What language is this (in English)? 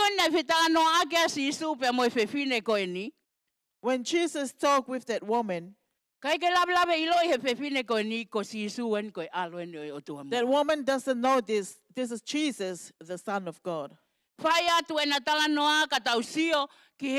Tongan